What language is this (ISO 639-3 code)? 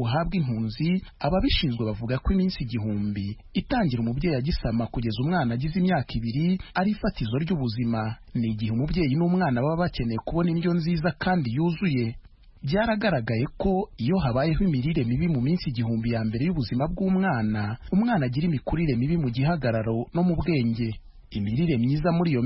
kin